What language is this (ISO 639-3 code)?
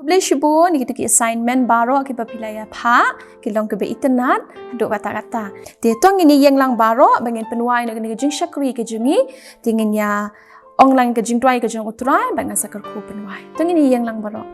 kha